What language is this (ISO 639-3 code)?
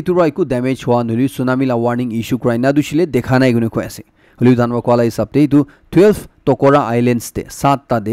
nag